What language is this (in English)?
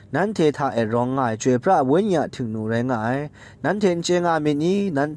Kachin